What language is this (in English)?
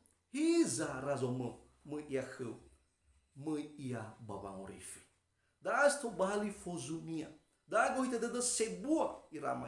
Nias